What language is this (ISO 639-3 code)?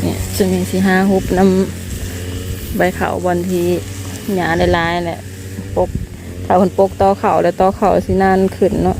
tts